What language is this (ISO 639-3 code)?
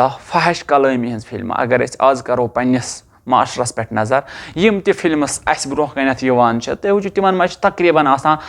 kas